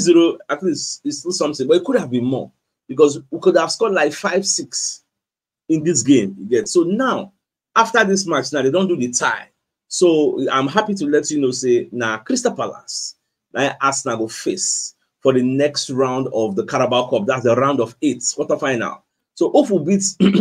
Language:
Nigerian Pidgin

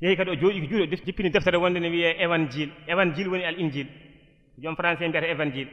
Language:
Fula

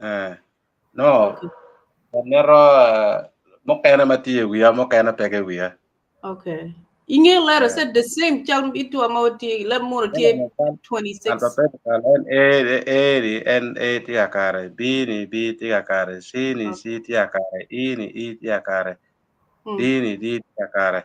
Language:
Acoli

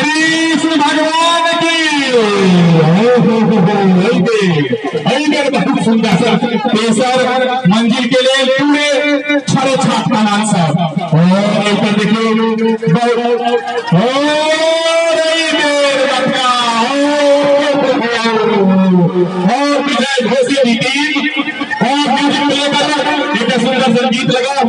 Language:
Maithili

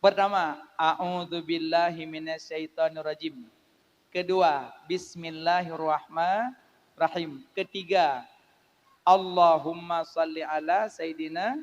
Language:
Achinese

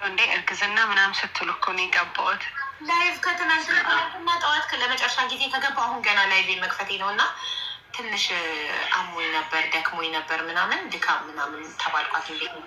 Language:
Amharic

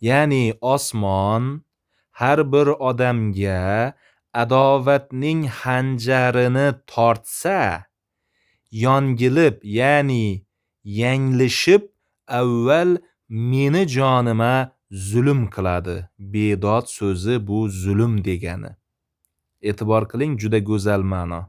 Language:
Uzbek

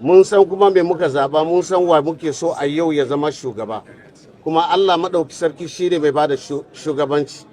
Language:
Hausa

